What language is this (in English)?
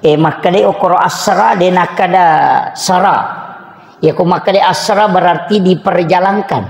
Buginese